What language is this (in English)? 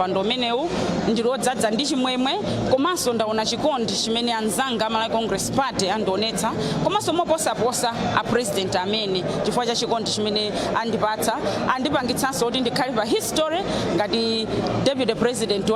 Nyanja